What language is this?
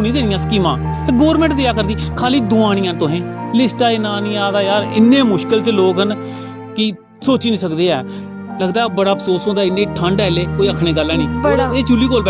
Dogri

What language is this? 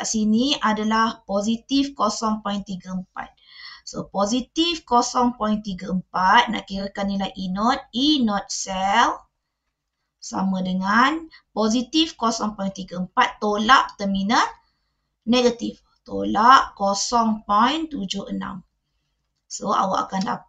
Malay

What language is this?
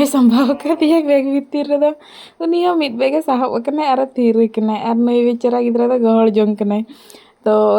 Santali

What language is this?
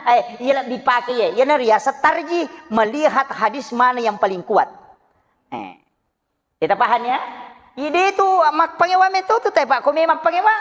Buginese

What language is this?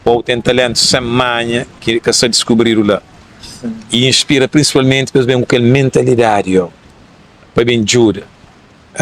Kabuverdianu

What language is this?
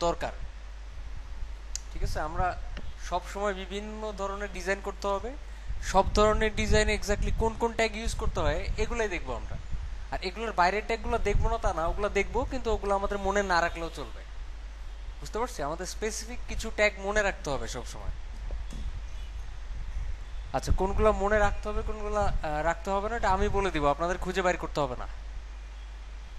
Bangla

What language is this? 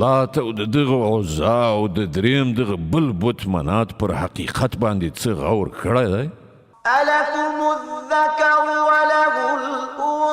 Pashto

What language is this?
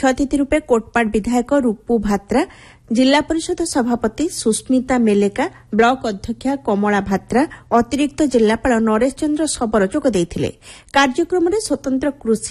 Odia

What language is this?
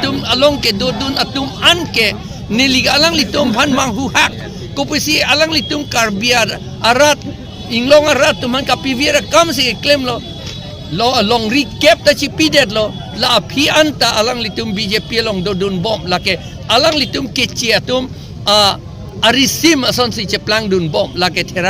Karbi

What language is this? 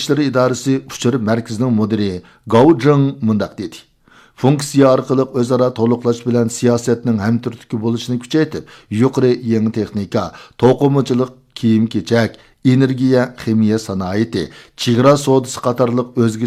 Uyghur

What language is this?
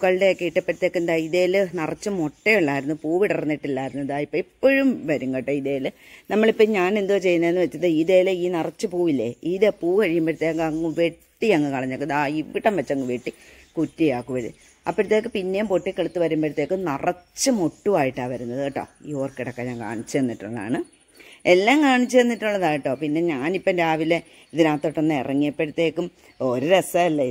Malayalam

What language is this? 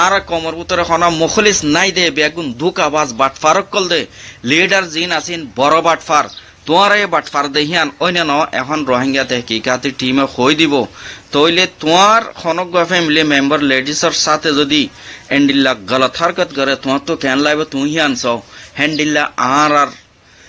Rohingya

